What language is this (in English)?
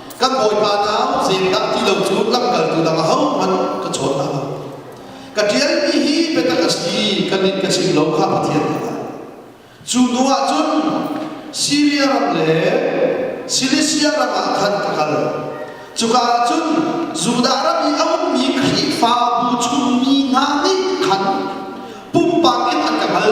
Hakha Chin